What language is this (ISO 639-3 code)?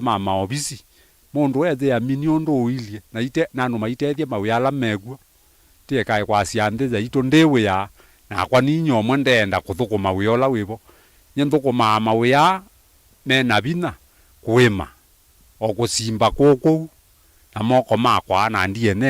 kam